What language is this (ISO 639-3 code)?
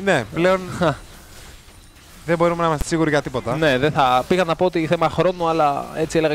ell